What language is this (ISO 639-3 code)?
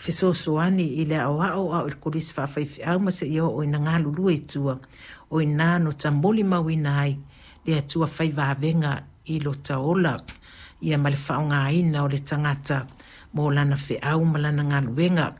smo